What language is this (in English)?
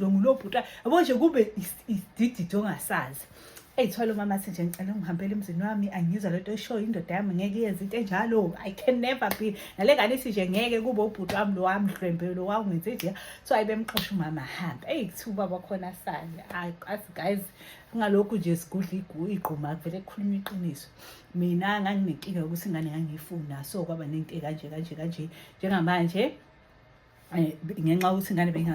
Zulu